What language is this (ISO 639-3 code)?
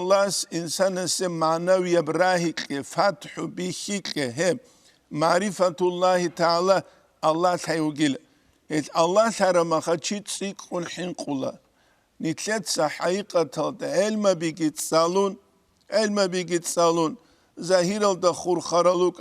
ava